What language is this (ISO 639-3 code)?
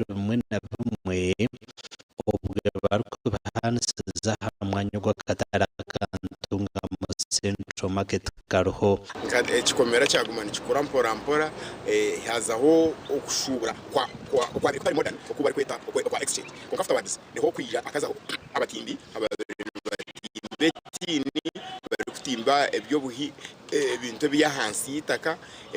nyn